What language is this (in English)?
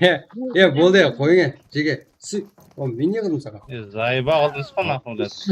Kara-Kalpak